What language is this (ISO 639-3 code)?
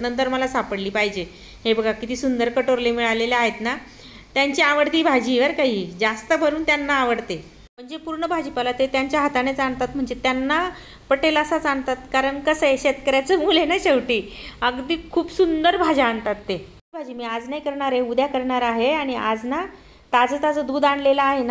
mar